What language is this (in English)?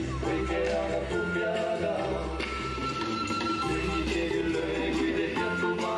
Estonian